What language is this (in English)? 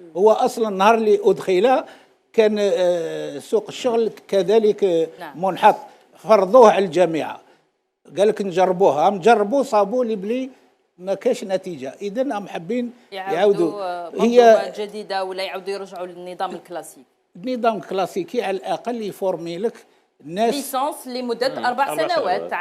Algerian Arabic